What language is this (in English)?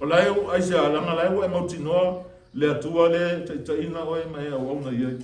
Samoan